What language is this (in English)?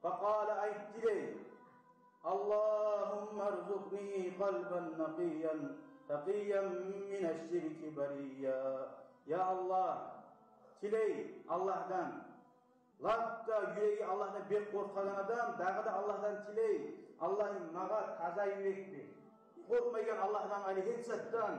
Kumyk